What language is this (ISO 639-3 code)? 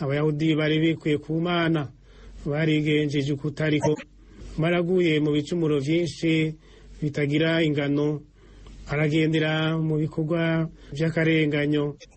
run